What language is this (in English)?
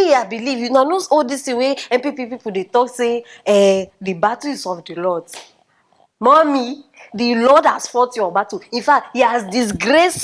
Nigerian Pidgin